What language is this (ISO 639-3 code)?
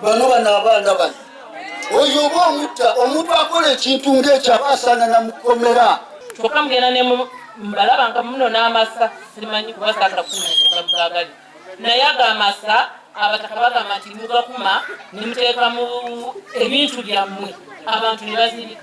nyn